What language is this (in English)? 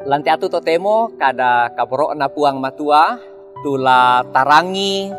Toraja-Sa'dan